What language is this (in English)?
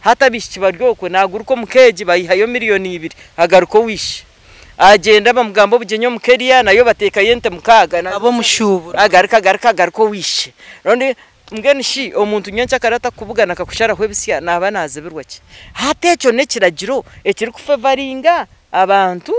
Nyankole